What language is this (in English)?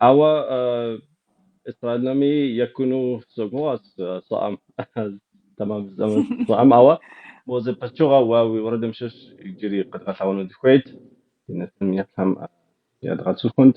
Kabardian